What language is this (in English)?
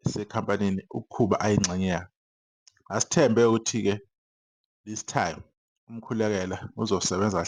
Zulu